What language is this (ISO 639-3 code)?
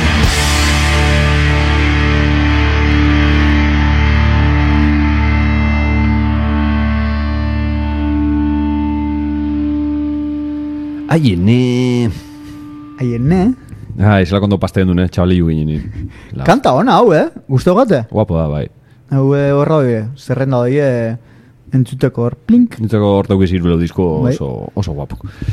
eus